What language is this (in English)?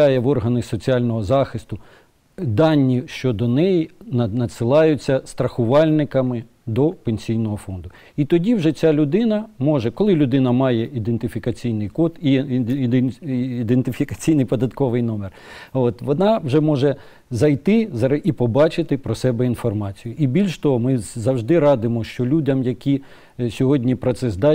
Ukrainian